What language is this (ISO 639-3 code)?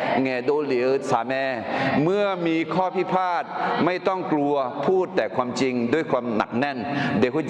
ahk